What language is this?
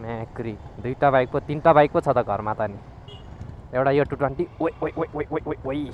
Nepali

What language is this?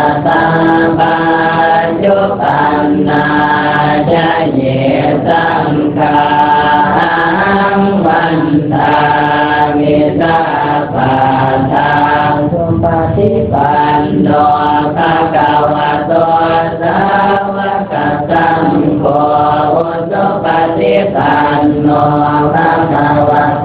Pali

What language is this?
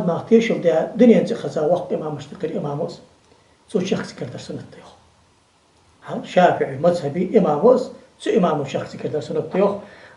Ingush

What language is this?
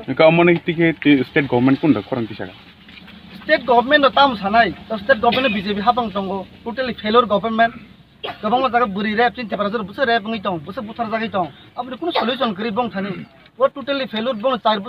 Kok Borok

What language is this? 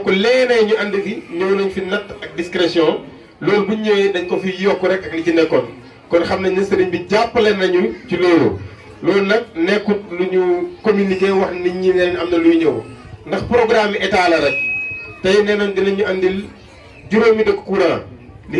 Wolof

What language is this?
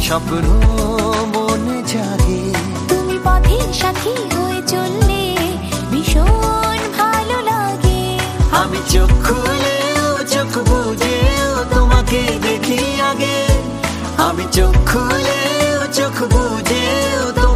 Bangla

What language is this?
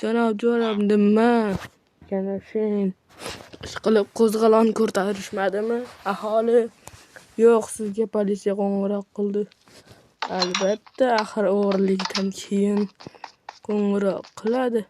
Uzbek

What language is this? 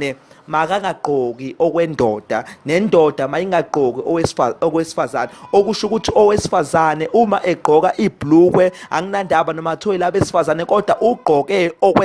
Zulu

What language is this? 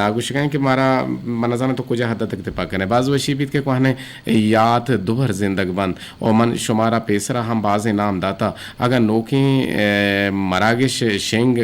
Eastern Balochi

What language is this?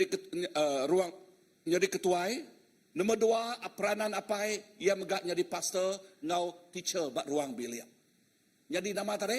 Iban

